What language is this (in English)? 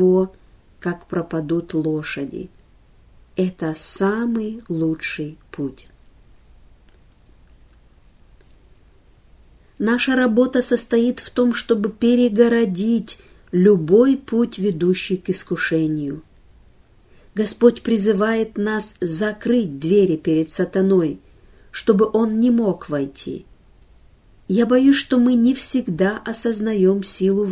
Russian